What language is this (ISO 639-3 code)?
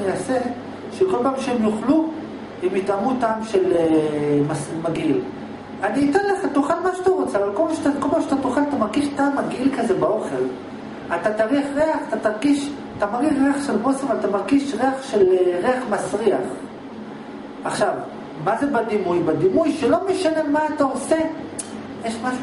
heb